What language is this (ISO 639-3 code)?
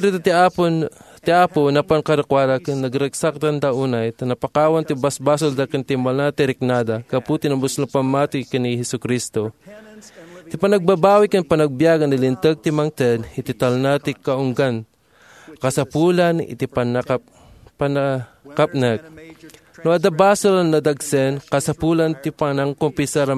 ilo